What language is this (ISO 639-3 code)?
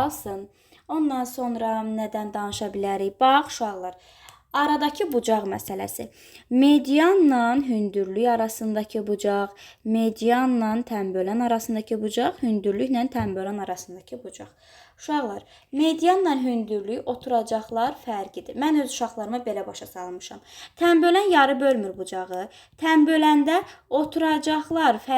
aze